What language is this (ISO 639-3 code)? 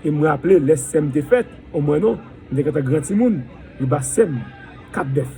hat